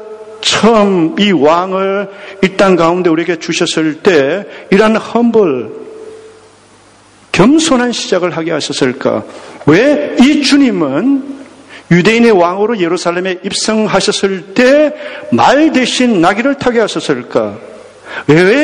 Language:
Korean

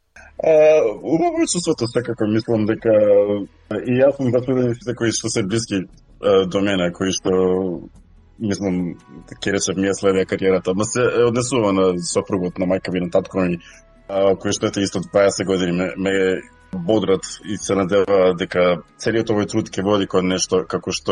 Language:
Macedonian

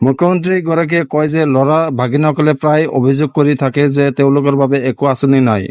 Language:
Assamese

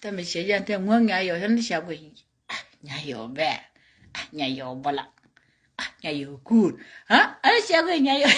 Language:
Nuer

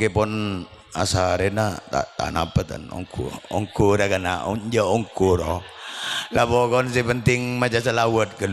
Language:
Madurese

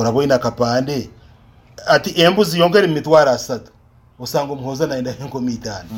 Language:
Nyoro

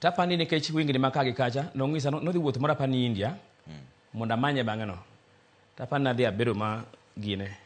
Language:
Luo (Kenya and Tanzania)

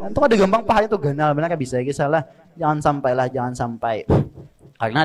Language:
Banjar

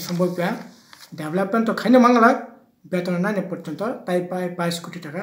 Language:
Kok Borok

